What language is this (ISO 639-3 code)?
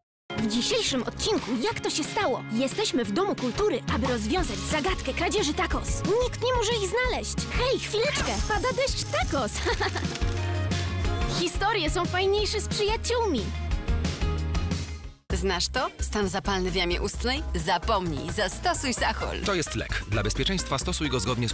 pol